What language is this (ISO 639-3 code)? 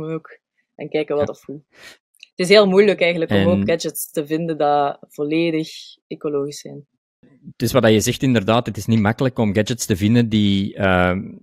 nld